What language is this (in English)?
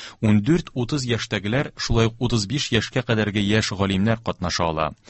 Tatar